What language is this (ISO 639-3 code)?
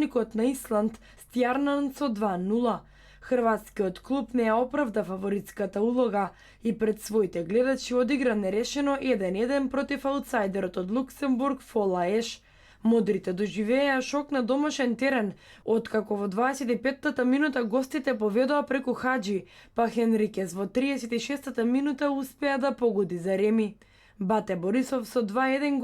mkd